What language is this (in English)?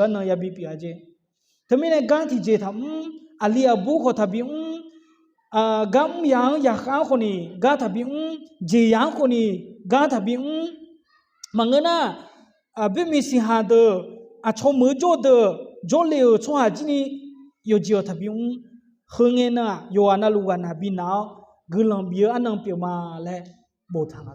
Akha